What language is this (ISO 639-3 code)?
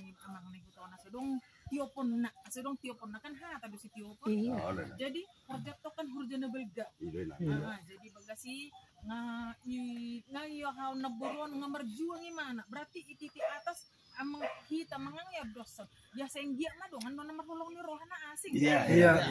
bbc